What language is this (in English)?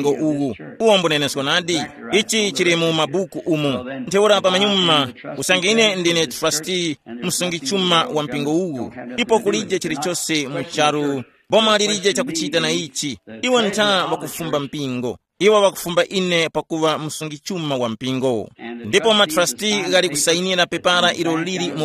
Tumbuka